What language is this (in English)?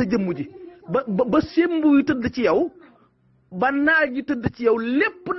Wolof